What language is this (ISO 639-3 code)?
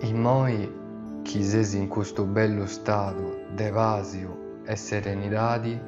srd